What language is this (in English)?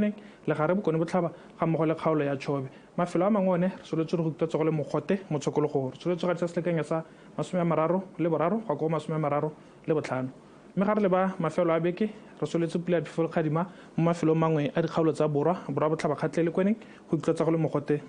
Tswana